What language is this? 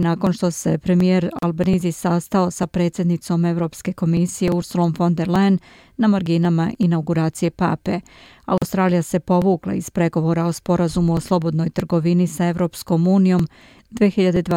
Serbian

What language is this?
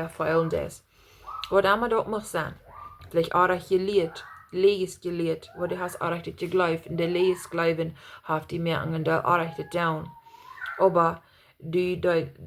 Plautdietsch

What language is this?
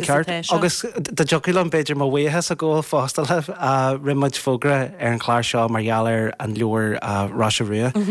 Irish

